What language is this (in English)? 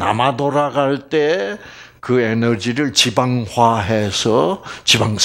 Korean